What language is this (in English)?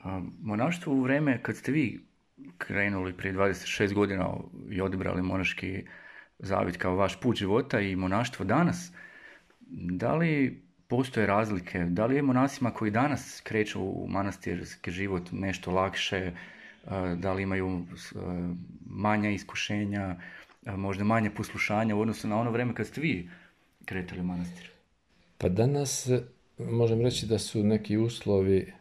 Serbian